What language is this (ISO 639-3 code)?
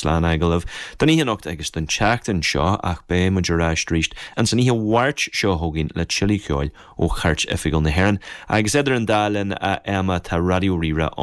gle